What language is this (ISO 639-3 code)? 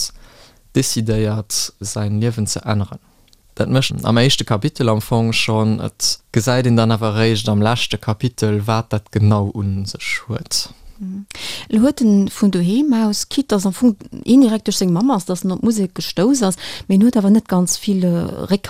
ltz